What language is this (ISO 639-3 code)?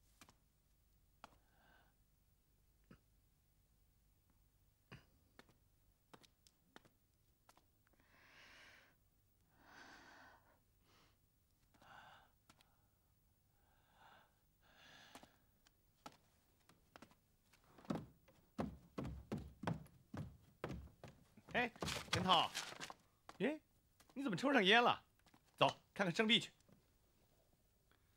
zho